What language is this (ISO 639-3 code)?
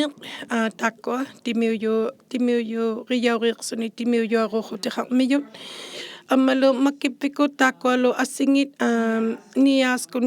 iku